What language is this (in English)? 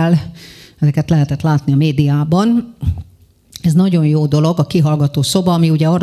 Hungarian